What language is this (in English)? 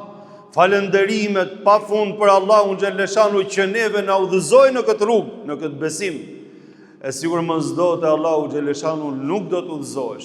Albanian